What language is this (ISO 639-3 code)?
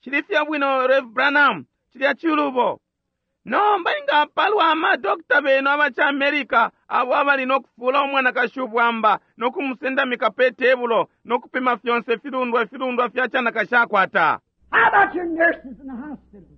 bem